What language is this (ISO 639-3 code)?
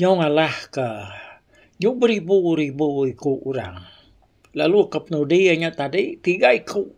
iba